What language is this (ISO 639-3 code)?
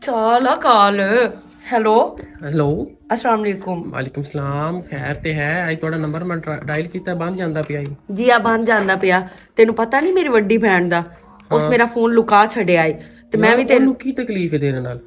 lah